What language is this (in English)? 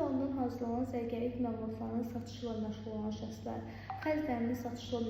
Azerbaijani